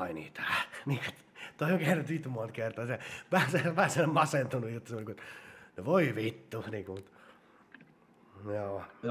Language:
Finnish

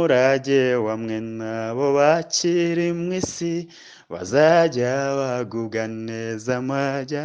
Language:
Kinyarwanda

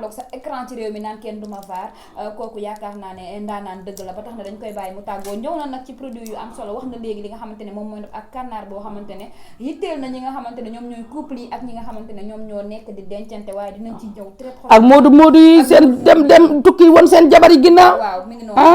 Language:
Wolof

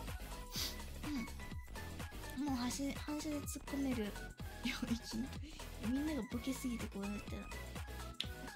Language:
Japanese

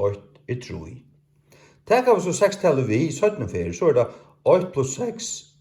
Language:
Faroese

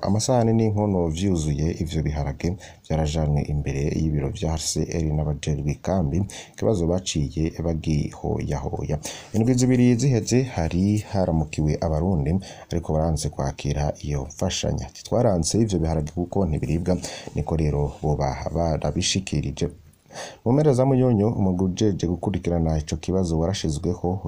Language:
Rundi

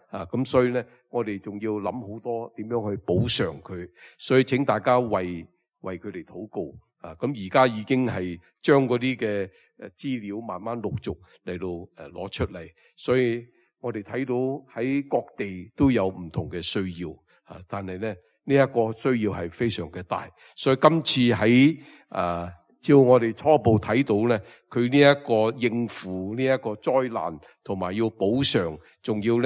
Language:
Cantonese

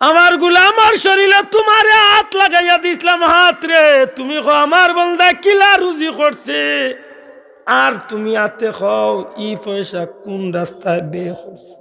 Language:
Sylheti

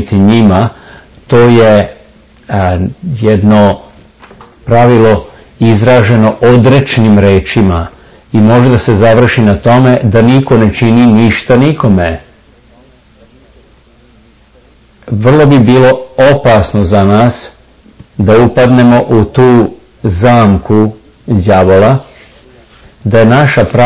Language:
Serbian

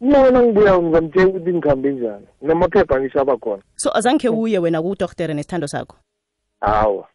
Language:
South Ndebele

